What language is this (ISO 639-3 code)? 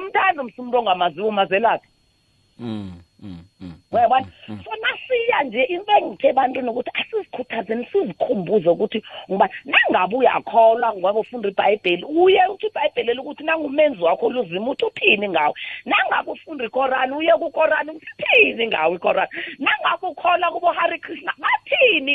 nbl